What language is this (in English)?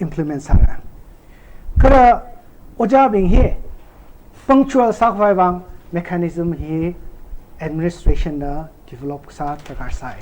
Tangkhul Naga (India)